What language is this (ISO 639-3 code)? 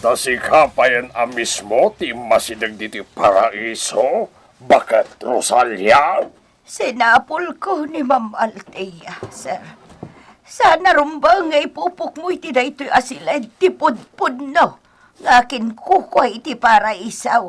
ilo